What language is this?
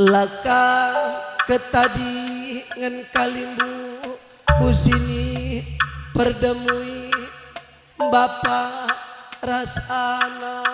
Batak Karo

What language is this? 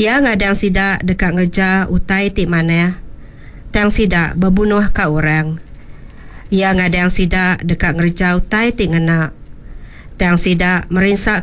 Iban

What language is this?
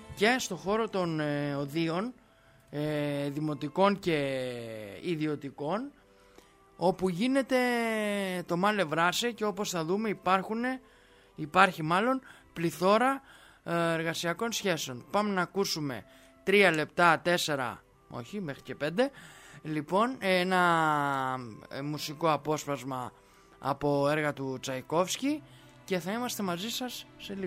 Greek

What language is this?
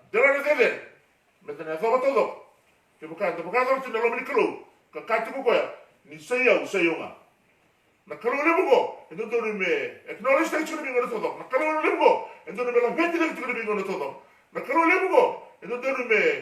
Fijian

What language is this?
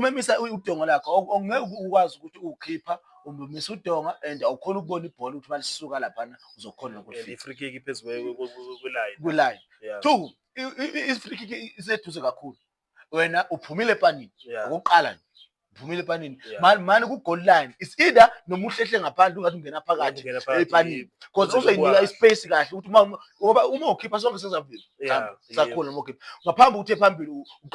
Zulu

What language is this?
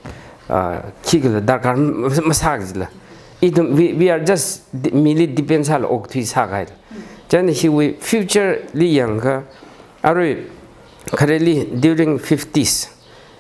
Tangkhul Naga (India)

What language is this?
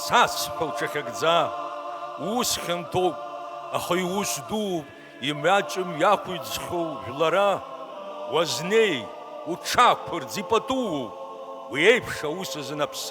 Abkhazian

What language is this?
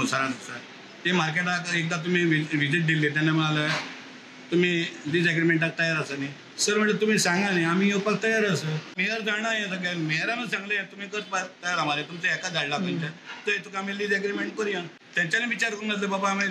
Konkani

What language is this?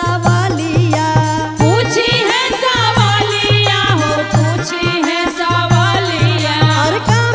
Bhojpuri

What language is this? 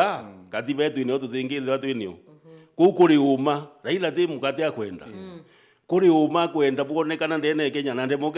Meru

